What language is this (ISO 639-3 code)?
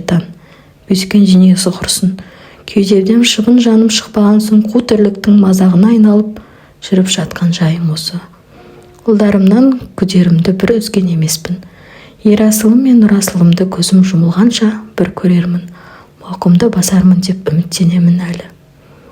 kaz